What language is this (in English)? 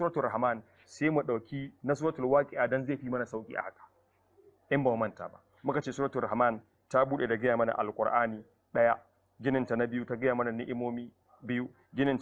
Hausa